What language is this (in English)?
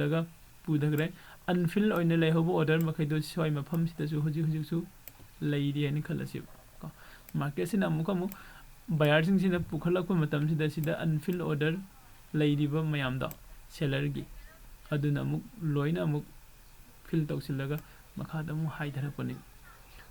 Manipuri